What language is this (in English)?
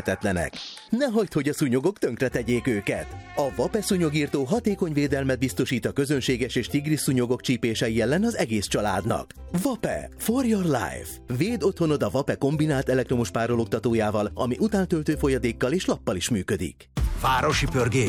Hungarian